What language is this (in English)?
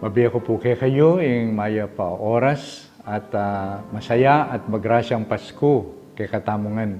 Pampanga